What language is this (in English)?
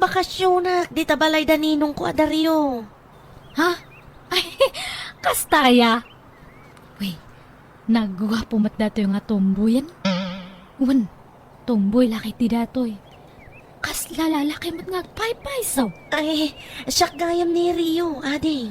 Iloko